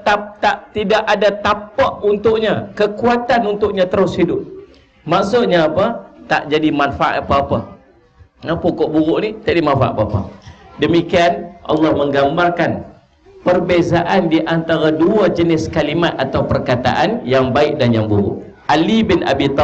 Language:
Malay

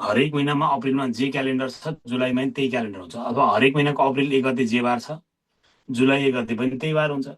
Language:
Nepali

